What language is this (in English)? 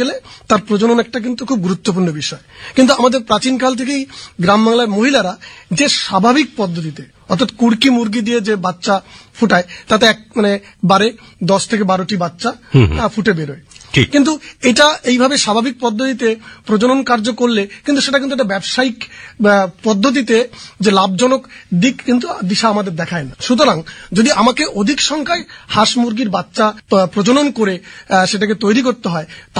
Bangla